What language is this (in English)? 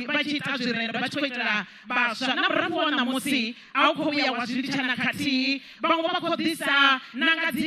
Venda